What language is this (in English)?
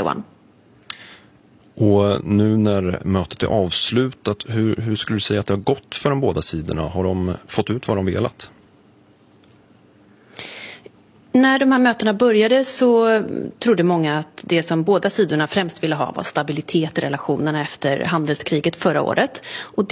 Swedish